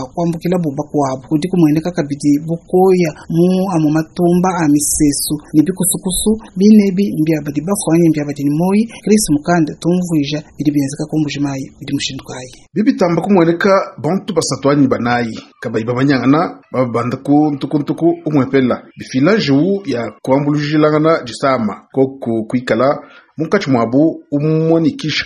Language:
Luba-Lulua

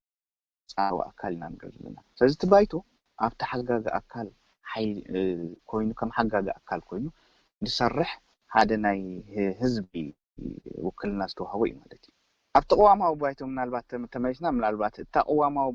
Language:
Tigrinya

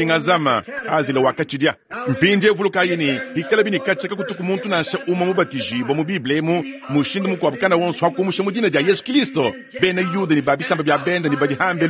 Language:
Luba-Lulua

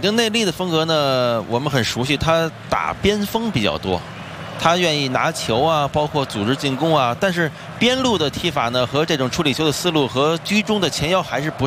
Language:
Chinese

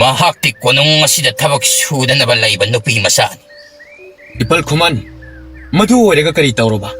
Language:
Manipuri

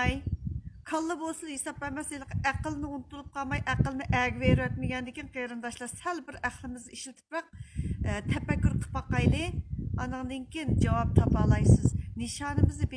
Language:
Uyghur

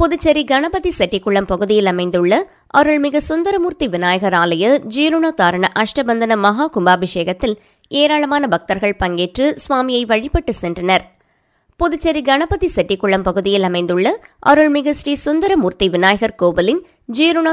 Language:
Tamil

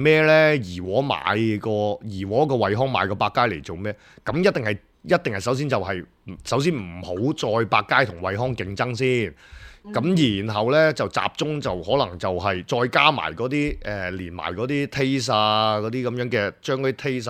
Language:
Cantonese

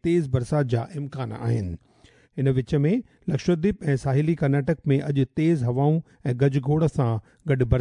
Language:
Sindhi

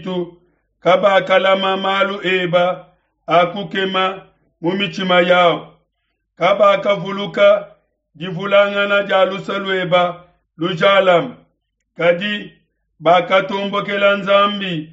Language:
Luba-Lulua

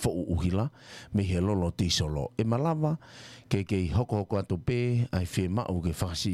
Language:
Tongan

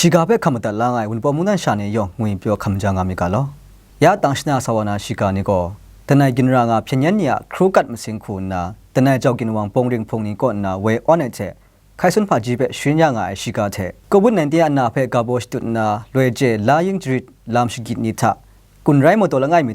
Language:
Kachin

